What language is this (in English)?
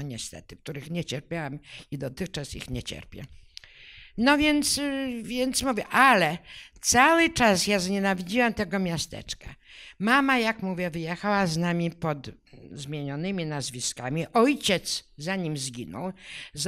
Polish